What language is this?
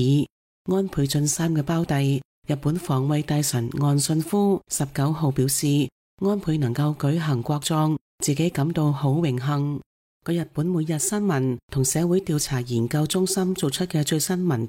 Cantonese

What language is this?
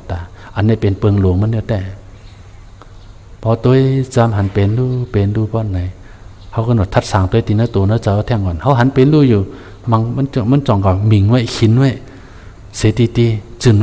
Shan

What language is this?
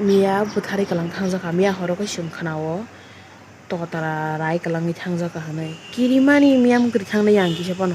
Kok Borok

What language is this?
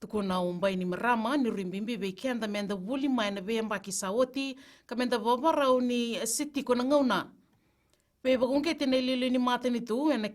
Fijian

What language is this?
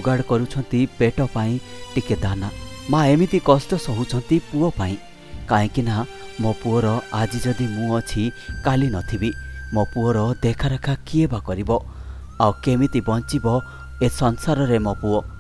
Odia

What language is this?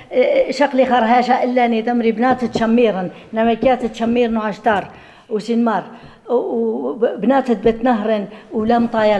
Assyrian Neo-Aramaic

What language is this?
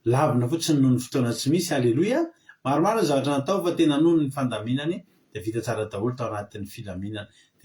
Malagasy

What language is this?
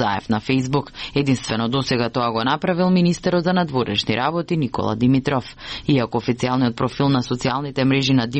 Macedonian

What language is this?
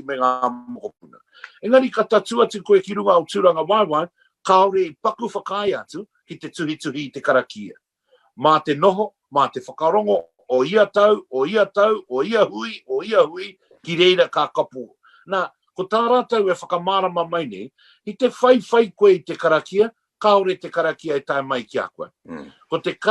Māori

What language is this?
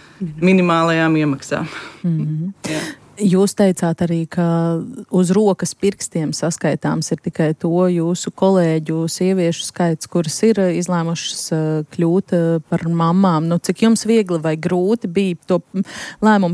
Latvian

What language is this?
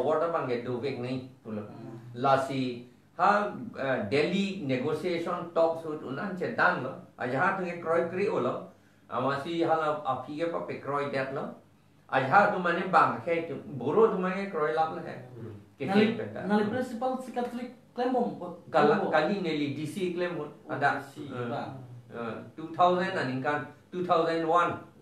Karbi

